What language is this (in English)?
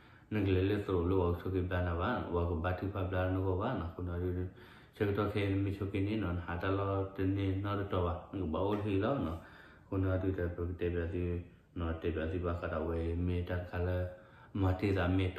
S'gaw Karen